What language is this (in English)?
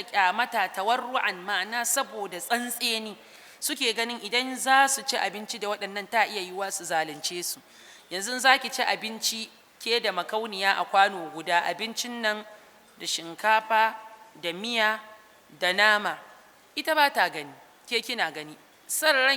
Hausa